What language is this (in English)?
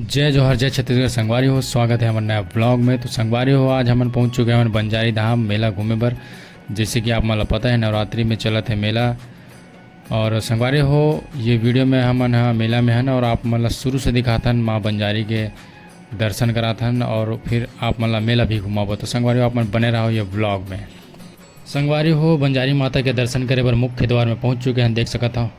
Chhattisgarhi